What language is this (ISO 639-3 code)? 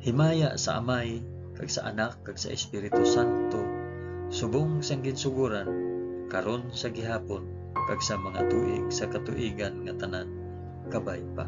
hil